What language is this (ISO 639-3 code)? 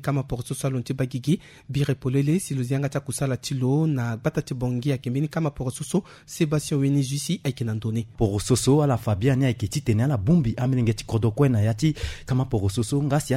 sag